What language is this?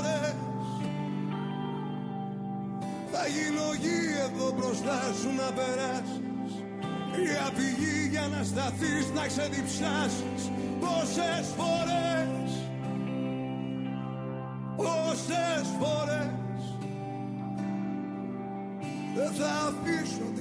Greek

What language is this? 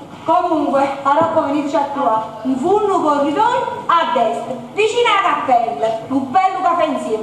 Neapolitan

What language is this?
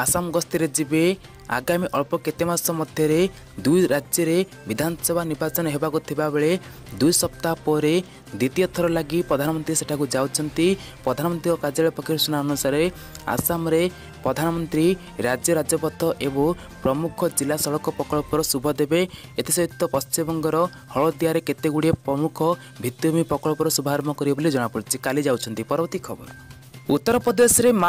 Odia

